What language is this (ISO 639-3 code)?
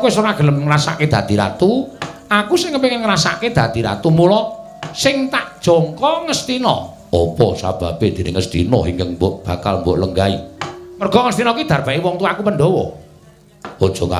jav